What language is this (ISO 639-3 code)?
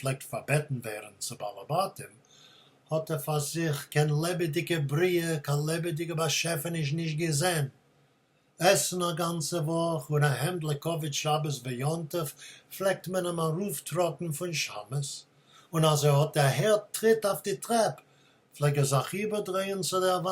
yid